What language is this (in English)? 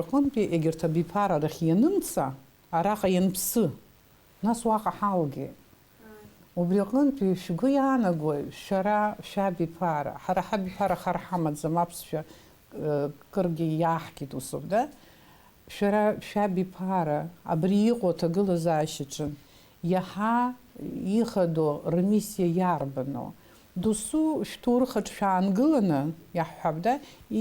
Abkhazian